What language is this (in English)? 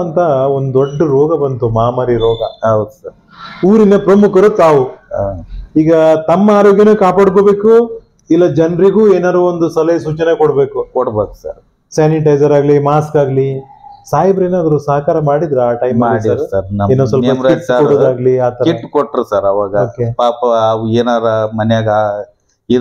Kannada